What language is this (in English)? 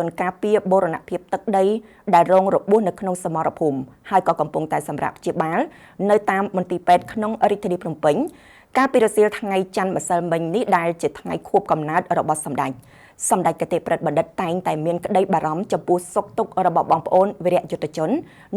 Khmer